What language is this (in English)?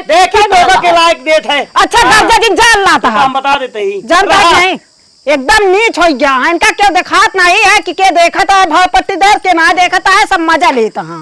Awadhi